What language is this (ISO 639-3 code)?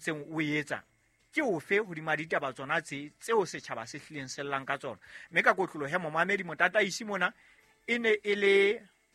sot